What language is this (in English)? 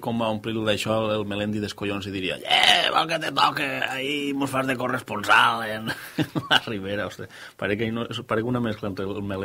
Catalan